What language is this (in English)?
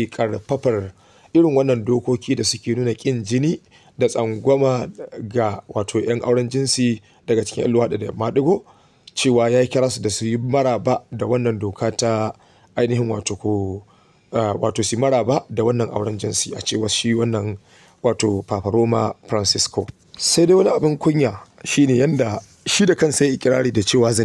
Hausa